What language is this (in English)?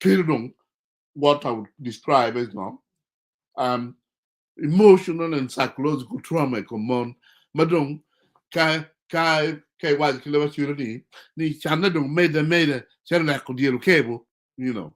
Acoli